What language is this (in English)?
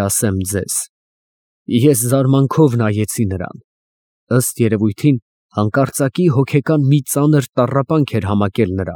Armenian